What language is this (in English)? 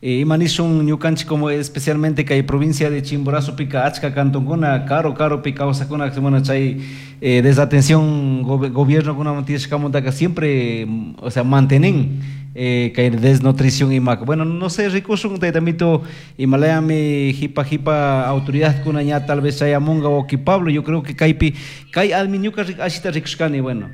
Chimborazo Highland Quichua